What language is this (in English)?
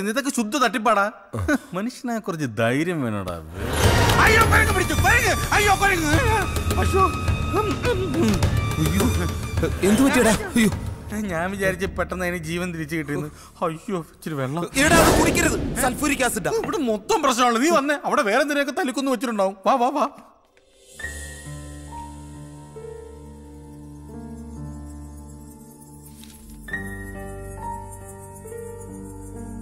Malayalam